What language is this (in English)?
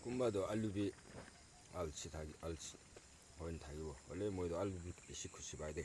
Naga Pidgin